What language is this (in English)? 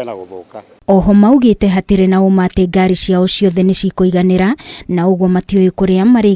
Kikuyu